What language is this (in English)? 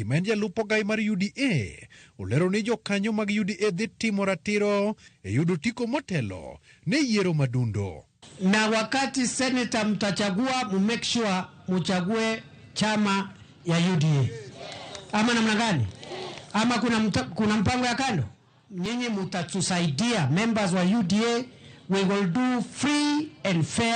Luo (Kenya and Tanzania)